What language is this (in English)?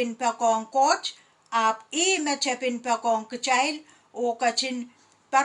Pohnpeian